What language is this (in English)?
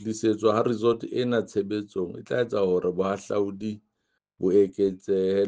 Southern Sotho